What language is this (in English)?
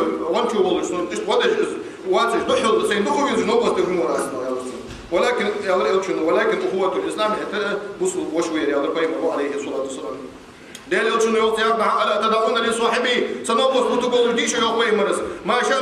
Ingush